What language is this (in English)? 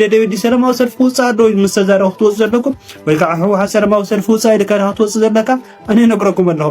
Tigrinya